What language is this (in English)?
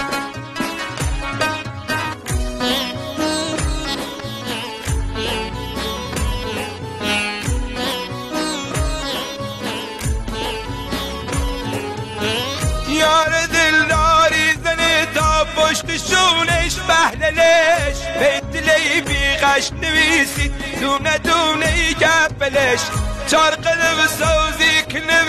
Persian